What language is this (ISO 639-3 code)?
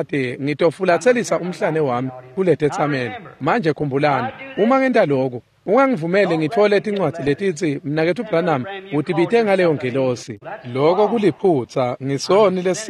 ssw